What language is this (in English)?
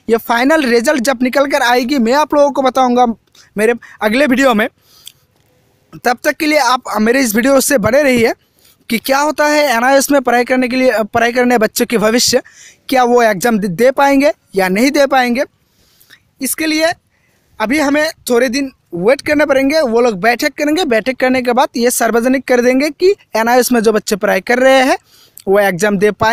Hindi